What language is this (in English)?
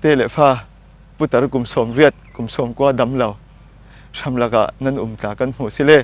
Falam Chin